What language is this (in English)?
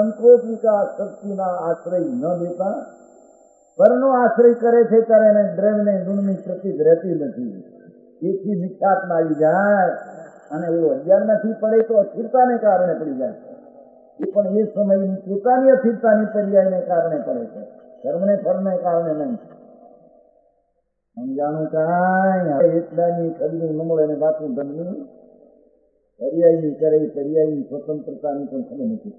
Gujarati